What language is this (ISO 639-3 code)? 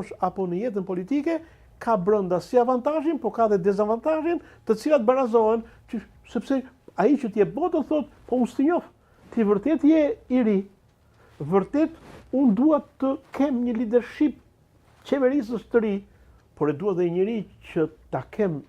sqi